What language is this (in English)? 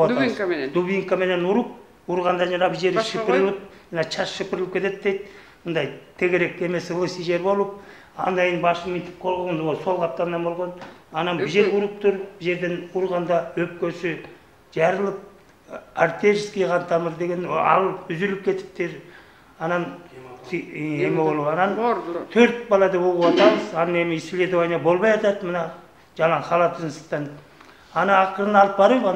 Kyrgyz